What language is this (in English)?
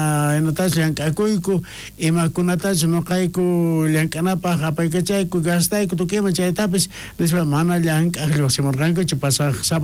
South Bolivian Quechua